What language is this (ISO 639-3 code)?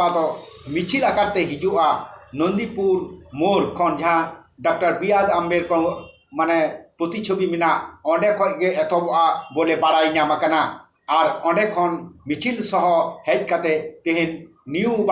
sat